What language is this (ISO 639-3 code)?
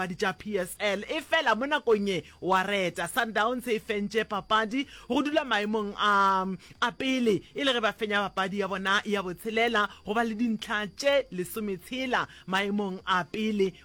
nso